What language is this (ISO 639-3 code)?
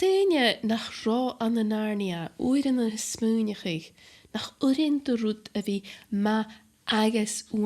gla